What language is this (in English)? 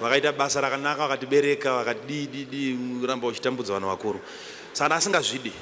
Shona